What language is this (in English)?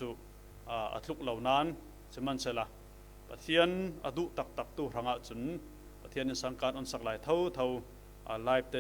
Falam Chin